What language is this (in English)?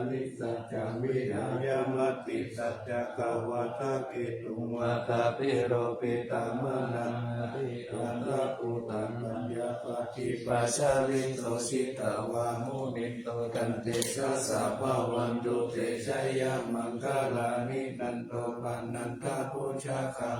Pali